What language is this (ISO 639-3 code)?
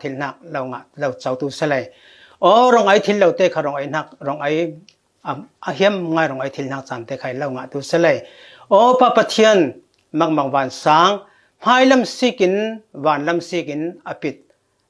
cfm